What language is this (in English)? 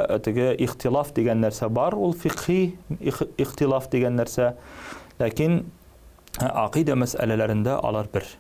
Tatar